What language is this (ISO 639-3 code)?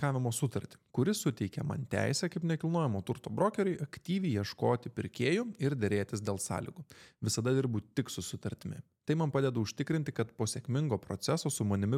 lit